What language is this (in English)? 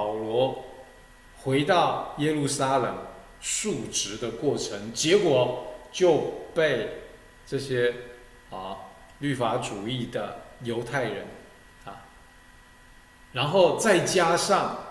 Chinese